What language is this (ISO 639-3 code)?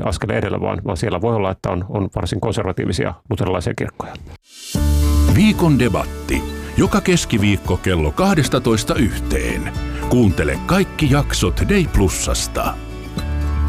fin